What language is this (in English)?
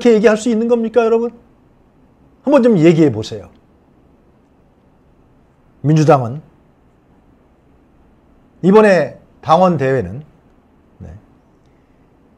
Korean